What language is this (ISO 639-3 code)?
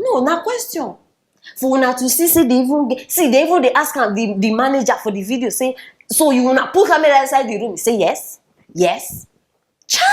pcm